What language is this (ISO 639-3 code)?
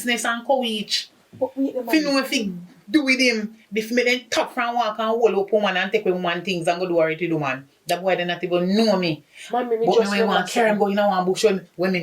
jam